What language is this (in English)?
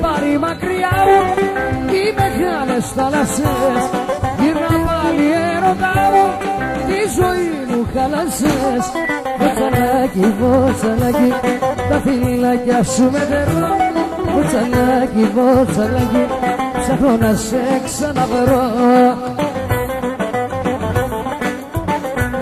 Greek